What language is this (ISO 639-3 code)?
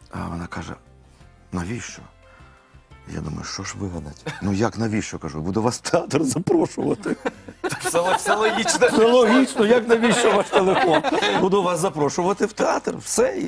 ukr